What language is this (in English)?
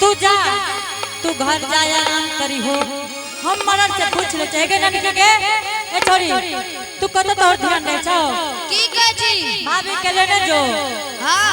Angika